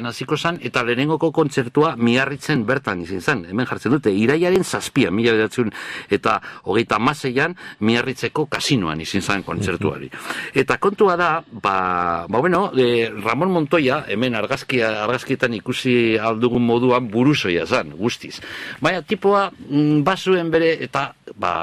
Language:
Basque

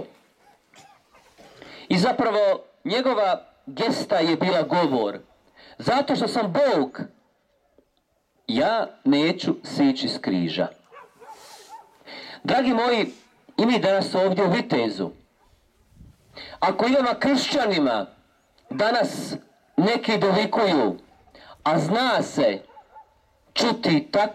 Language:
Croatian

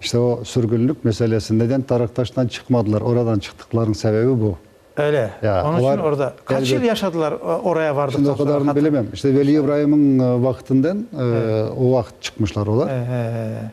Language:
Crimean Tatar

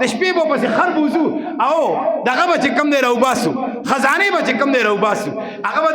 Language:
Pashto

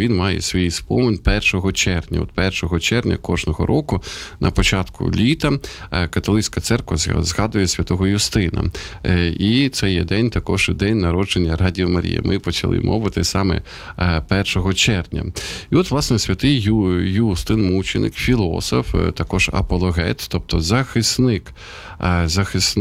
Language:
Ukrainian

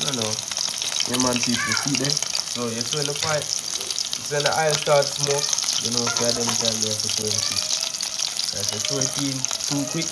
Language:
Jamaican Creole English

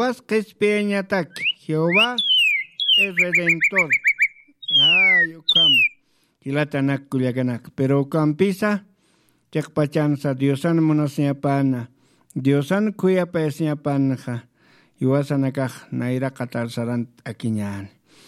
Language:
Aymara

